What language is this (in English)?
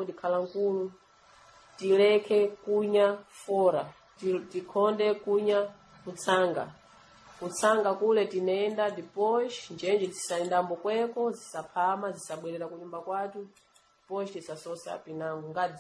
Sena